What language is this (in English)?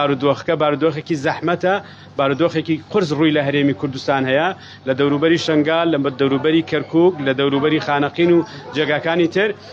Central Kurdish